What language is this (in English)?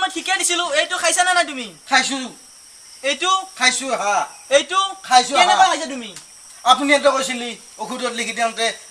Assamese